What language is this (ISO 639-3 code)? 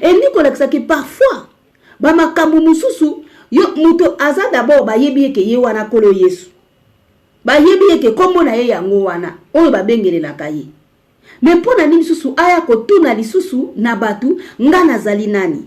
lin